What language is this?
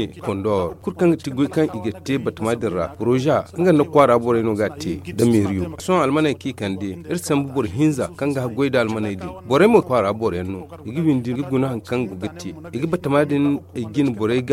Zarma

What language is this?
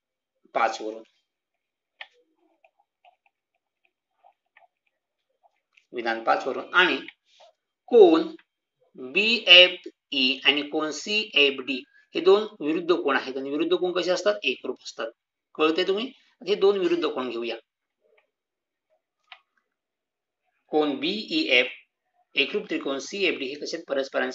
Marathi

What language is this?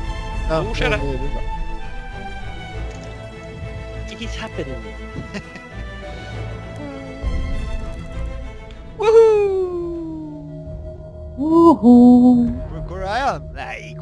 Norwegian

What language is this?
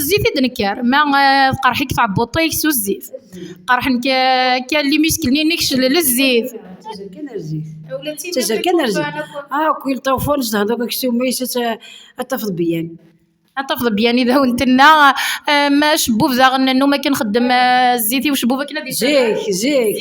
Kabyle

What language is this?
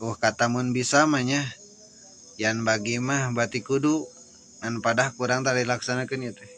Sundanese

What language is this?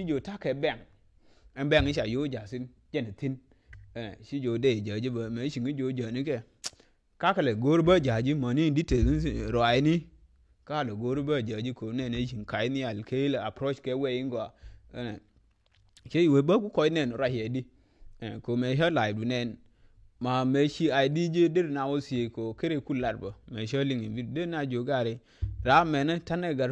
Nuer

